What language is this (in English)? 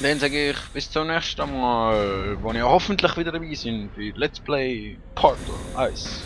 Swiss German